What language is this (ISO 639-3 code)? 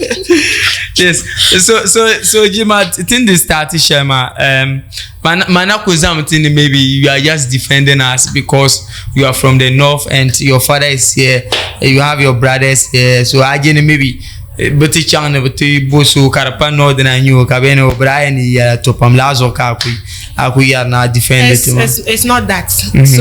dag